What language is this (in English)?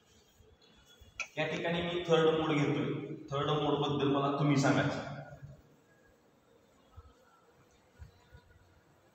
Marathi